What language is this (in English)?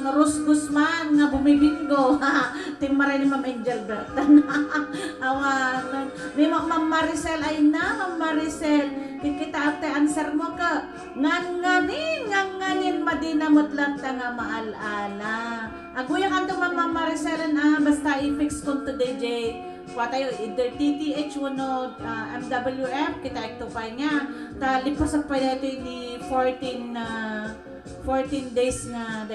Iloko